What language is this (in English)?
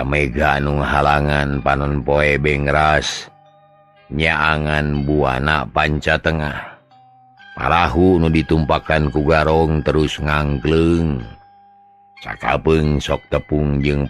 Sundanese